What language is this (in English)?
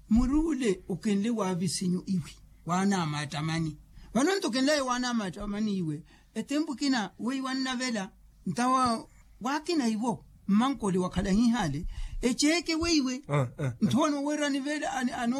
Makhuwa